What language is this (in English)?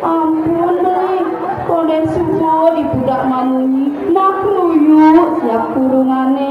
Balinese